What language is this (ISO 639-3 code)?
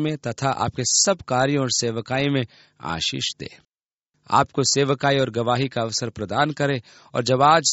hin